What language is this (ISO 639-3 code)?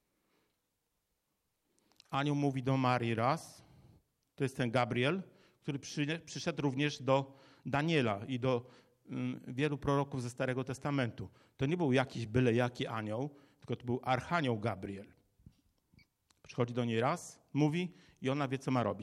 pol